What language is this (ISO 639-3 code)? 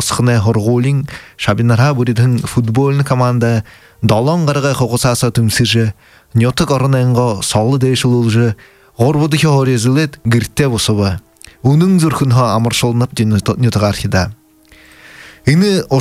bua